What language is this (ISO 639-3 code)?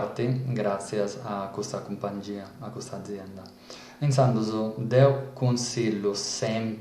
srd